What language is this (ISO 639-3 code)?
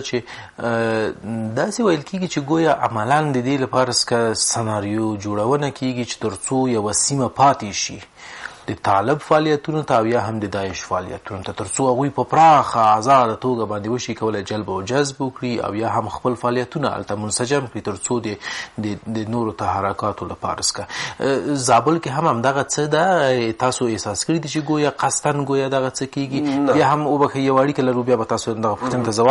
pus